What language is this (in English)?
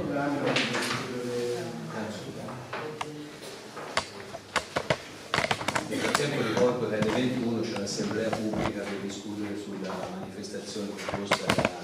Italian